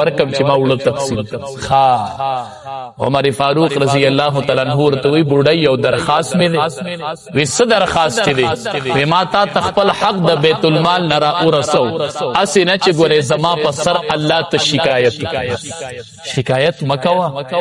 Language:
Pashto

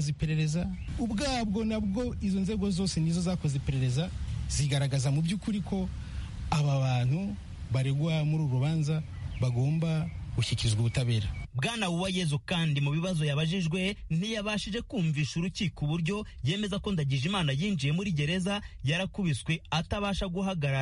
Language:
Kinyarwanda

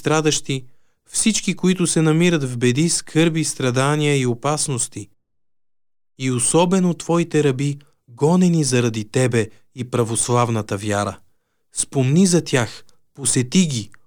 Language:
Bulgarian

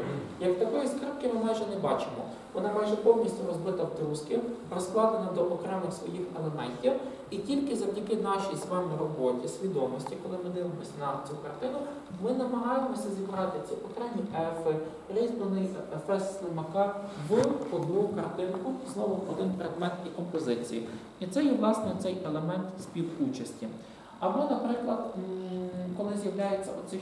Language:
Ukrainian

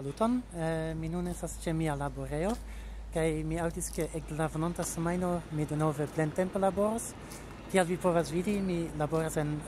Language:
Esperanto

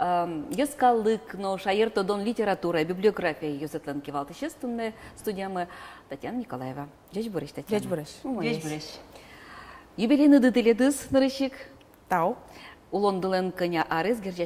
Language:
Udmurt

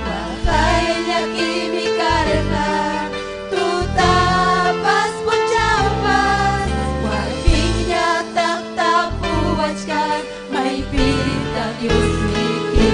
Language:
Ayacucho Quechua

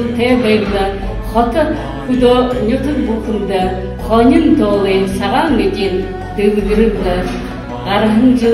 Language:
Buriat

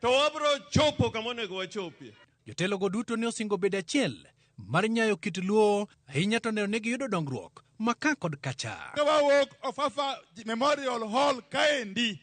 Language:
Luo (Kenya and Tanzania)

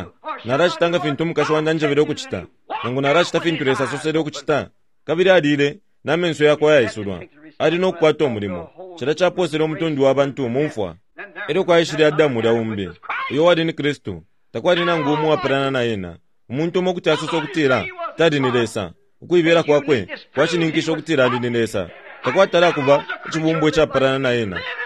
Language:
Bemba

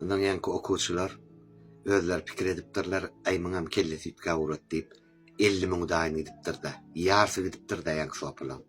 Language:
Turkmen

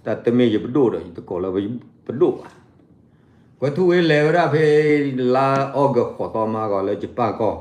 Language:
S'gaw Karen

